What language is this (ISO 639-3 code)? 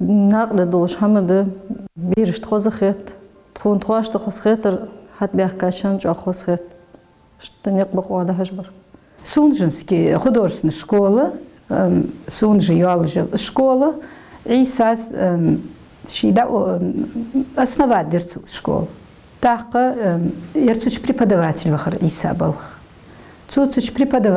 inh